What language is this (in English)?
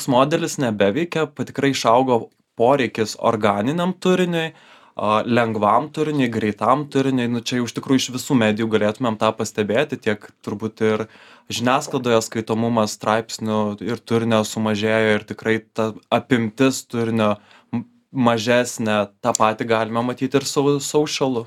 Lithuanian